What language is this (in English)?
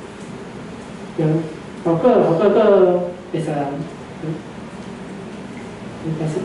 Min Nan Chinese